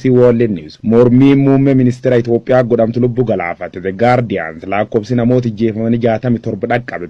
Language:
Oromo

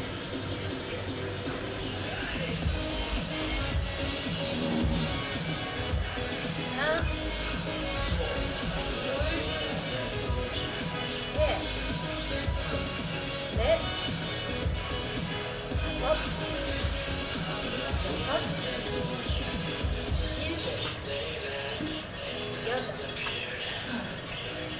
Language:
Korean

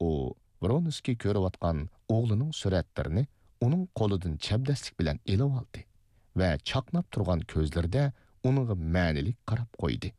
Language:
Uyghur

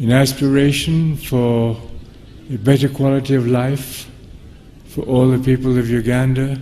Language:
Ganda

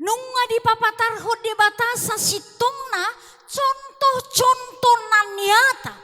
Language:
Batak Toba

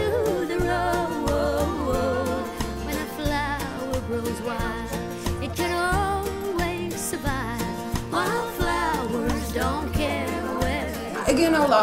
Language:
Western Frisian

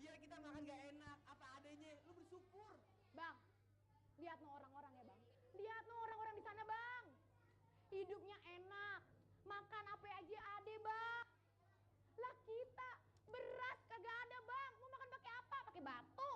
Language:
Betawi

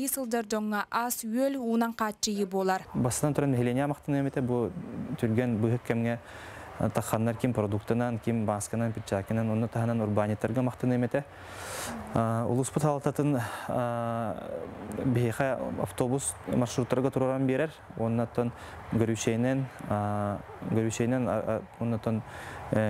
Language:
Yakut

